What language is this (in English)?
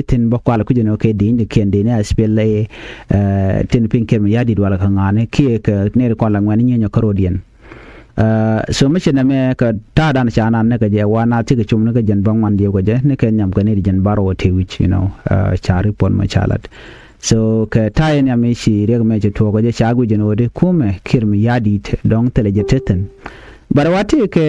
Nuer